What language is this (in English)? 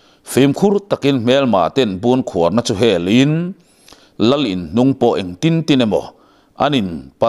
Mizo